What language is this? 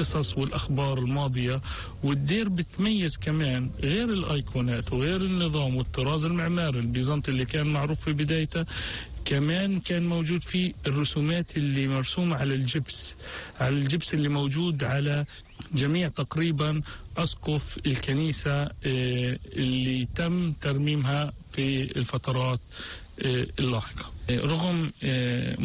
North Levantine Arabic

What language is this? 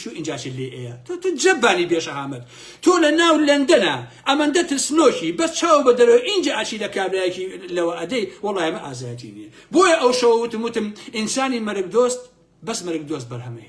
Central Kurdish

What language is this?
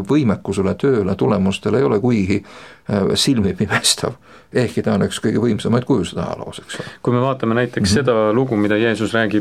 Estonian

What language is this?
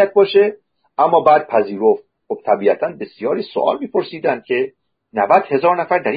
Persian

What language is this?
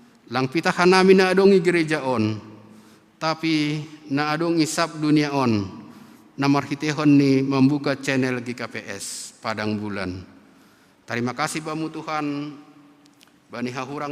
Batak Simalungun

